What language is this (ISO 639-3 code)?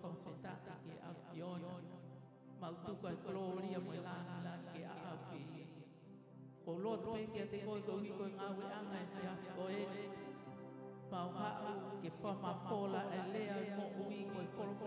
ton